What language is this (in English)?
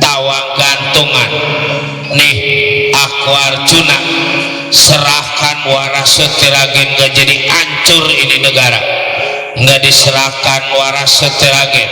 Betawi